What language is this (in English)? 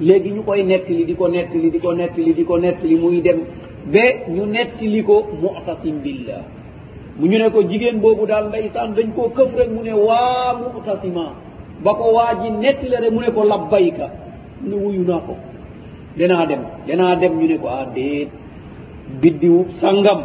Wolof